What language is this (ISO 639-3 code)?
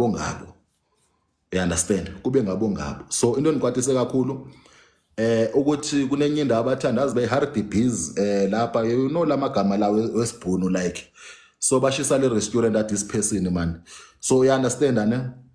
zul